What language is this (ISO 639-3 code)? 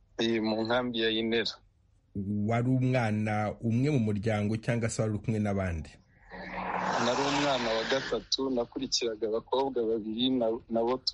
kin